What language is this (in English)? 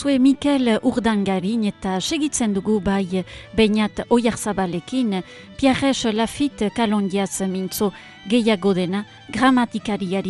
Basque